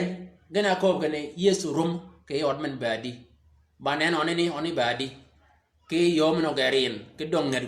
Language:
Shilluk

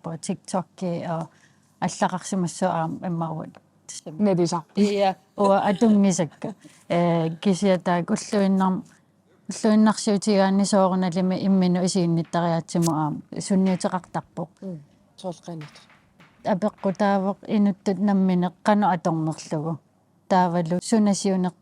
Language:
Kalaallisut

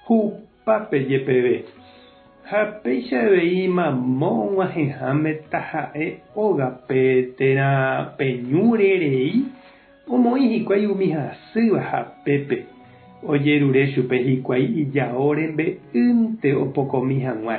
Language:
Guarani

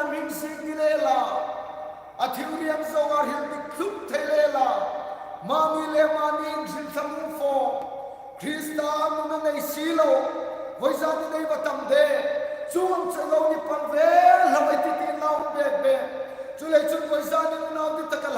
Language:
Hmar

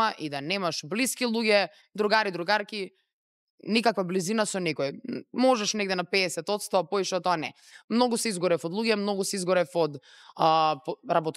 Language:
Macedonian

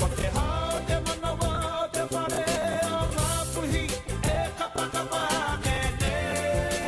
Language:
Māori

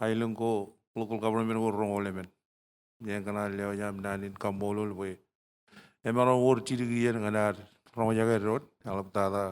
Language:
Marshallese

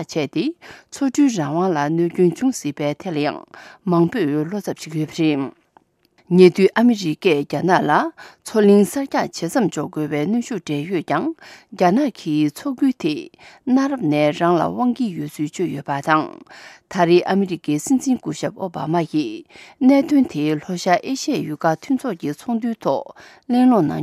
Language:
Tibetan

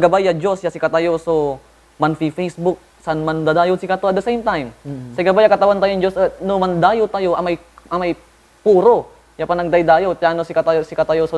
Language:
Pangasinan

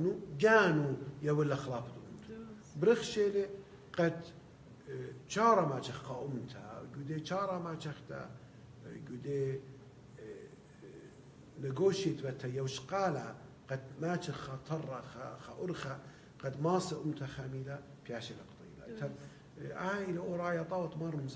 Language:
Assyrian Neo-Aramaic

